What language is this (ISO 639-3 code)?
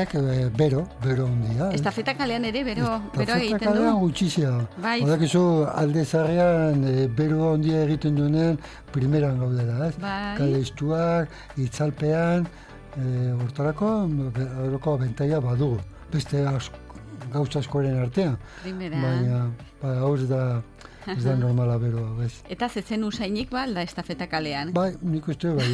eus